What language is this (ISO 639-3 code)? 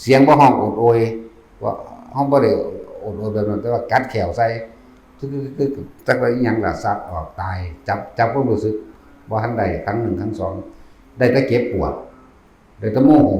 tts